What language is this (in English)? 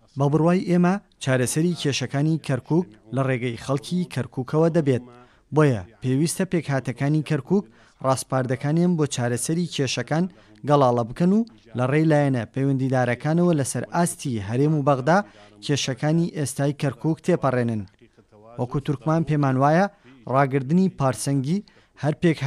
Central Kurdish